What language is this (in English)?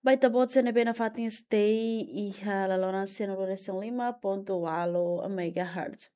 Tetum